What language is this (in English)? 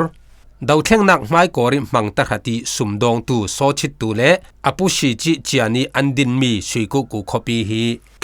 Falam Chin